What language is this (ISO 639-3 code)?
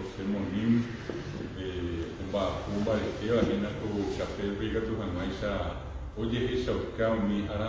grn